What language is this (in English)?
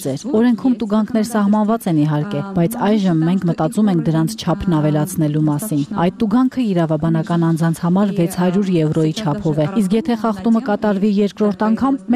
Armenian